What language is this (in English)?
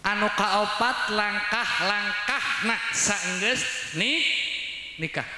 Sundanese